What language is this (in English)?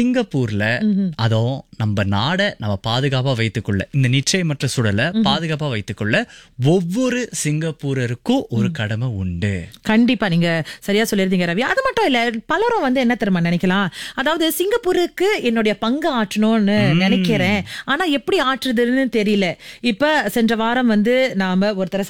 Tamil